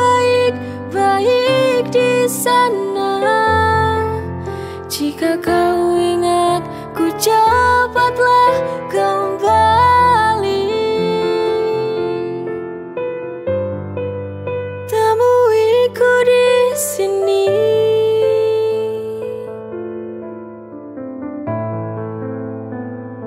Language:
Indonesian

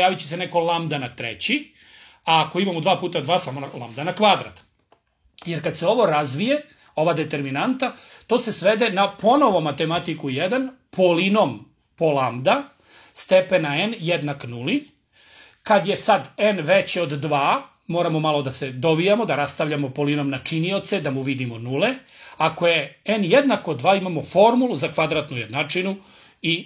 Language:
Serbian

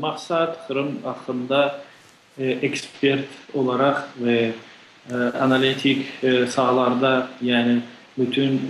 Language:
Crimean Tatar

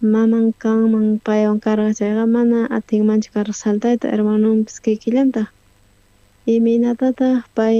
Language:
South Bolivian Quechua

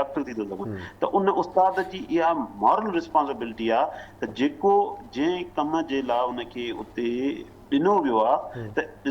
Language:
Sindhi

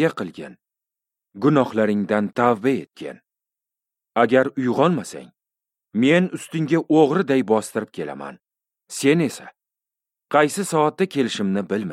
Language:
Uzbek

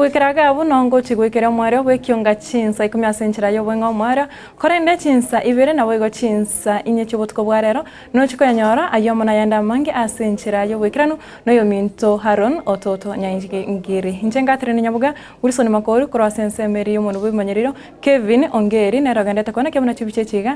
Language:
Gusii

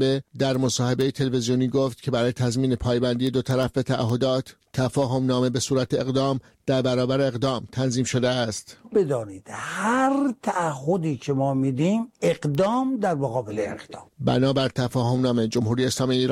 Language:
Persian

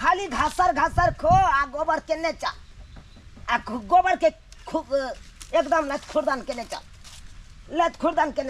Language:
Maithili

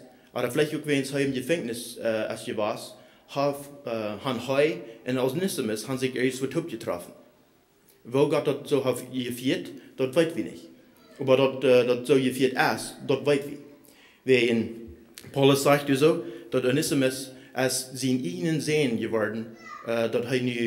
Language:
Plautdietsch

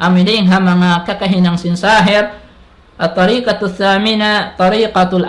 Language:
Tausug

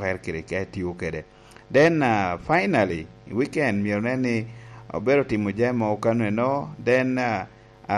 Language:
Lango (Uganda)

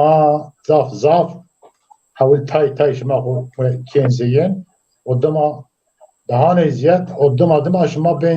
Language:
Zaza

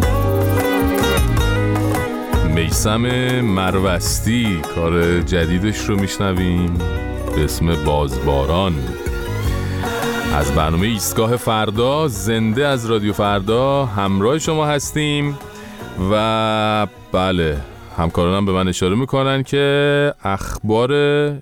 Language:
Persian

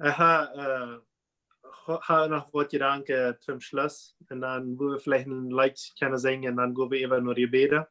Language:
Plautdietsch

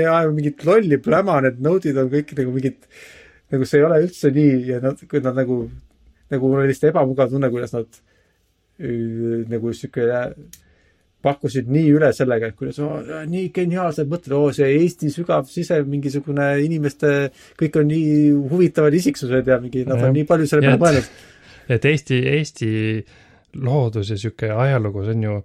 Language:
Estonian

